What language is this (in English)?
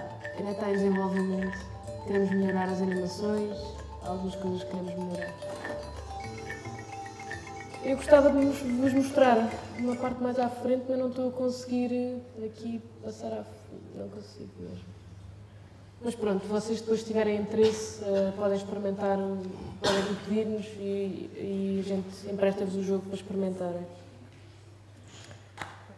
Portuguese